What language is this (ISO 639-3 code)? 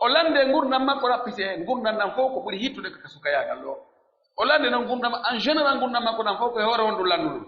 fuf